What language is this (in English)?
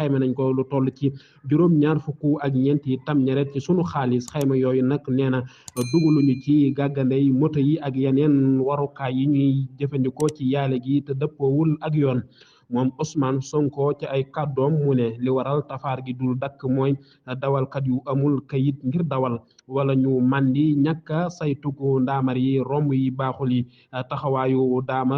Wolof